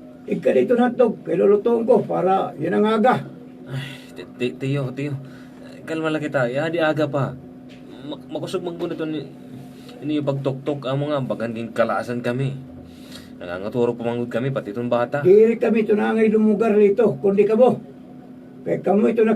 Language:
Waray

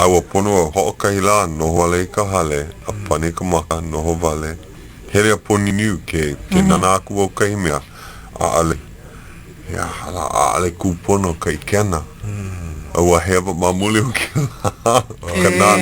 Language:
Hawaiian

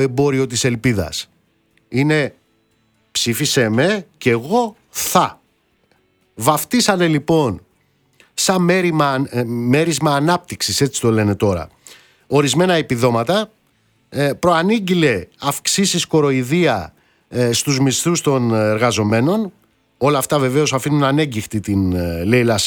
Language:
Greek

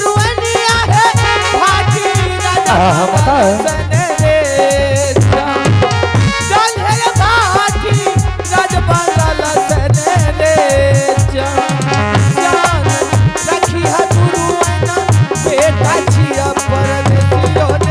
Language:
Angika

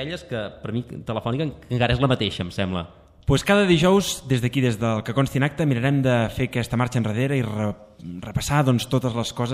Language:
Catalan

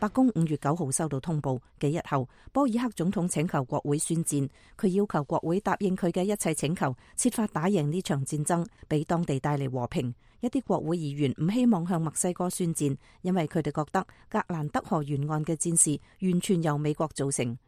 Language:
Cantonese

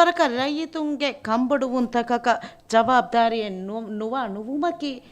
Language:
Divehi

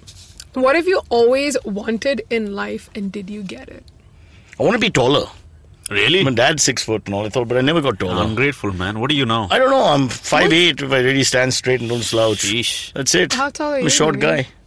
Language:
English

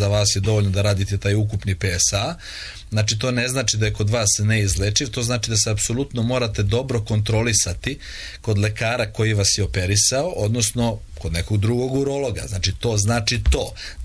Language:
Serbian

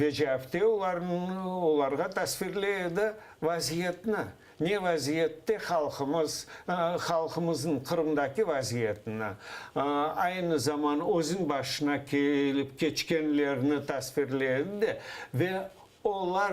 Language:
Crimean Tatar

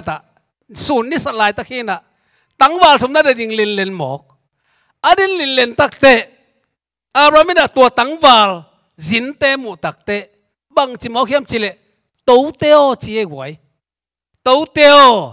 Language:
Tedim Chin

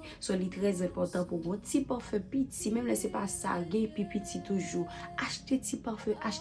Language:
Haitian Creole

